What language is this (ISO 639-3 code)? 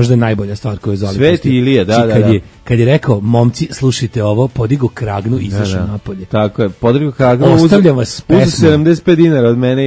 srp